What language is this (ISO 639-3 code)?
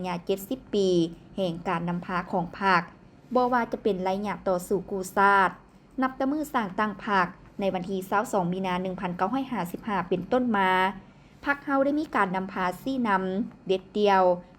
lao